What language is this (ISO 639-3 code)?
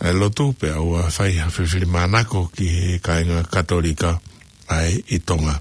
ton